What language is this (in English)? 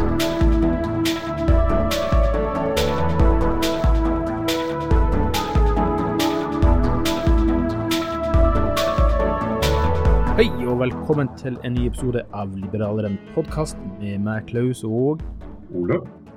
Norwegian